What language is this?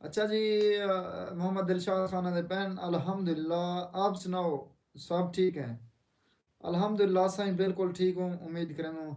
Saraiki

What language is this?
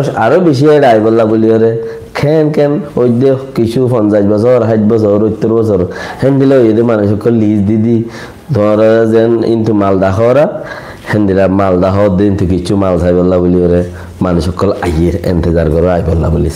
Rohingya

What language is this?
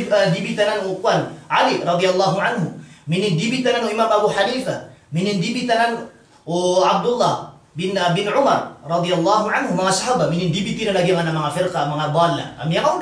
Maranao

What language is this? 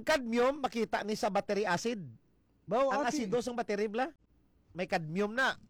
Hiligaynon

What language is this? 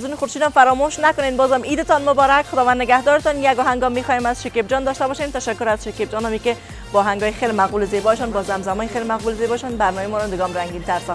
Persian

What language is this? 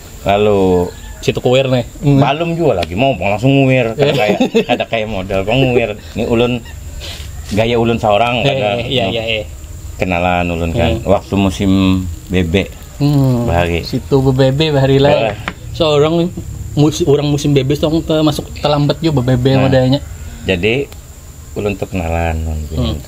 Banjar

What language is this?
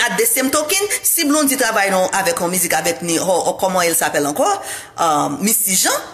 Haitian Creole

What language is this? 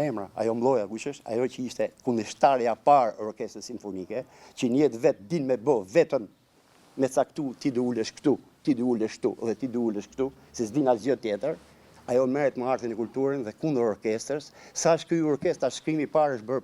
Albanian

